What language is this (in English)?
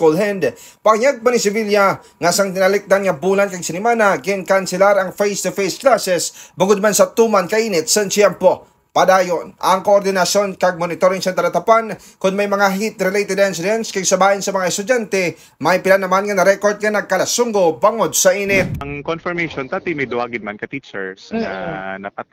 Hiligaynon